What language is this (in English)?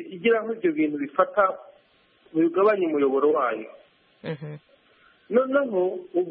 Kinyarwanda